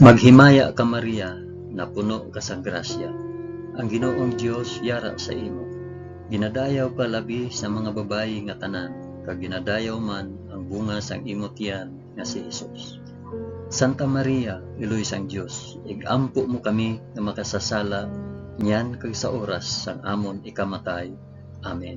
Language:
Hiligaynon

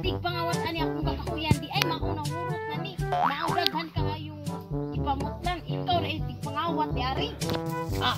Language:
Cebuano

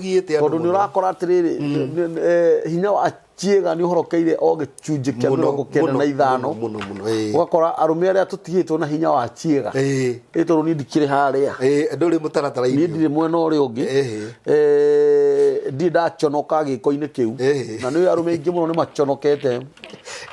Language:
Kikuyu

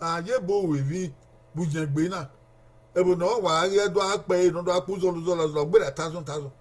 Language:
Bini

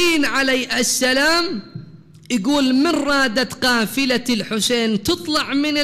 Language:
Mesopotamian Arabic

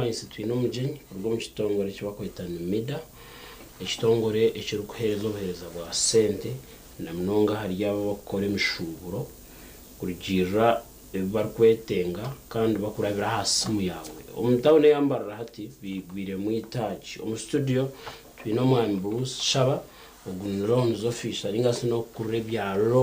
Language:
Nyankole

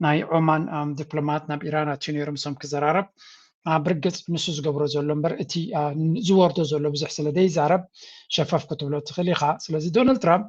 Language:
Tigrinya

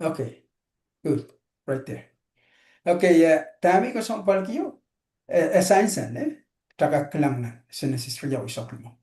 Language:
Pohnpeian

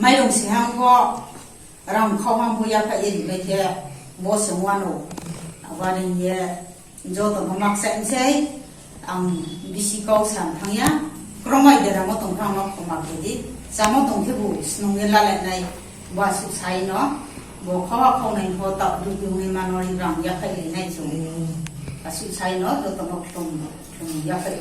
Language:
Riang (India)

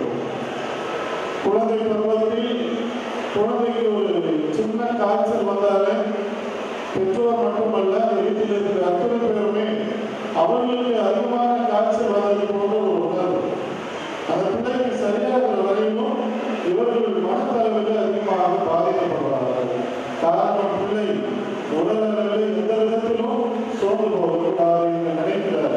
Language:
Tamil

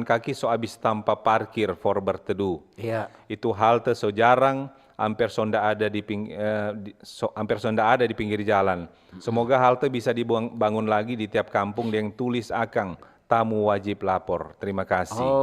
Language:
Manado Malay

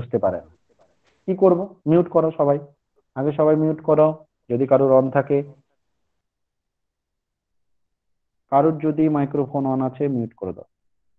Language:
Bangla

